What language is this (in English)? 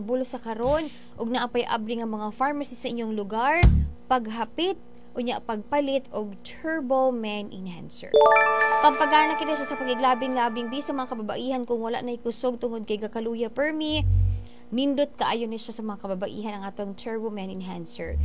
Cebuano